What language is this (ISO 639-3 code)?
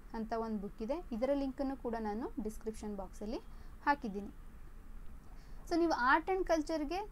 kan